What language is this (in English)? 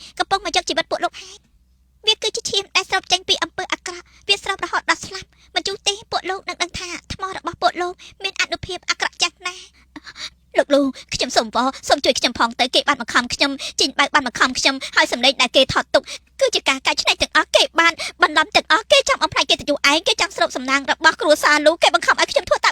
Khmer